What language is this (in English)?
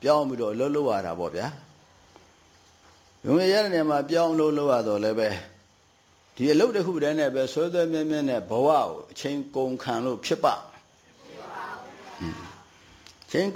Burmese